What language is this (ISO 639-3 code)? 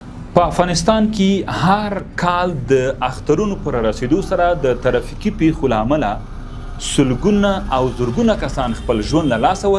pus